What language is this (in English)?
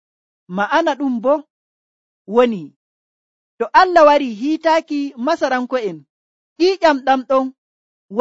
Nigerian Fulfulde